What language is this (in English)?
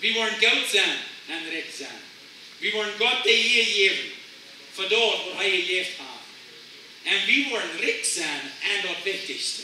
Plautdietsch